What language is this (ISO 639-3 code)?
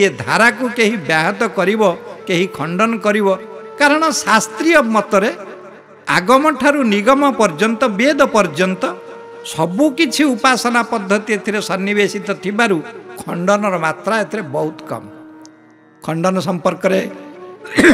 ori